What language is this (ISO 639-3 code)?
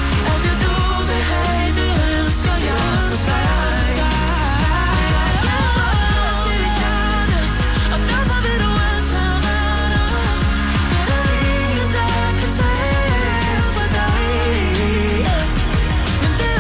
dan